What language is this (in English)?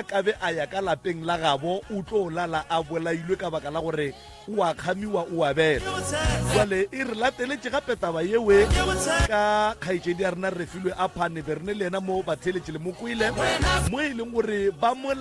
Northern Sotho